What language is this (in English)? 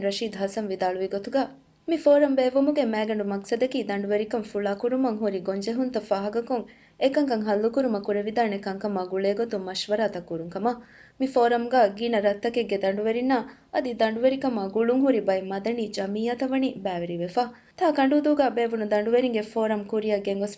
Divehi